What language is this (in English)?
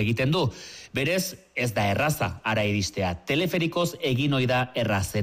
Basque